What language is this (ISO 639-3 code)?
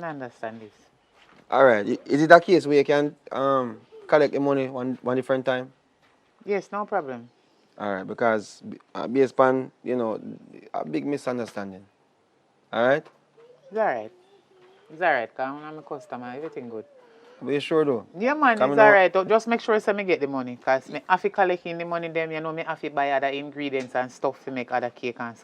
jam